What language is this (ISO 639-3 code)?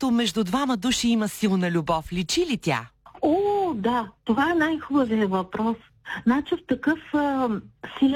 bul